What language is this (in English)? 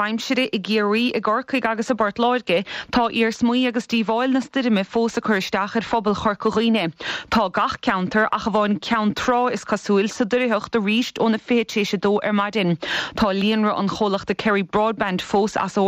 Irish